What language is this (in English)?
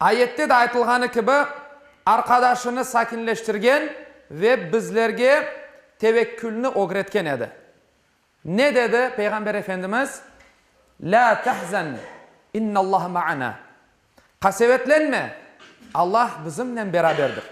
Crimean Tatar